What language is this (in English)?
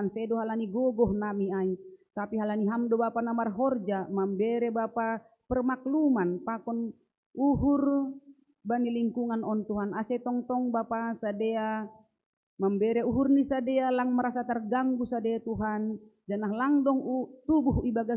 Batak Simalungun